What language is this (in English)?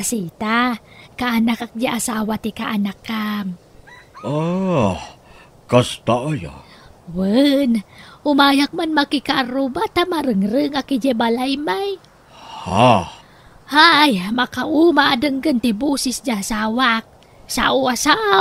Iloko